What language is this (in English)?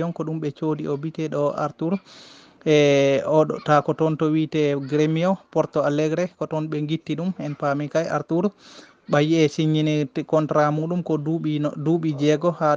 Fula